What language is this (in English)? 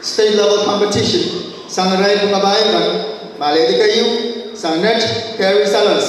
Pohnpeian